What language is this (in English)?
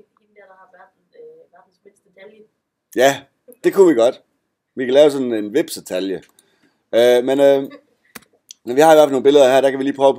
Danish